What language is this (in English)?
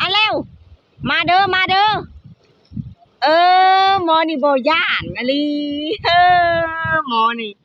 Lao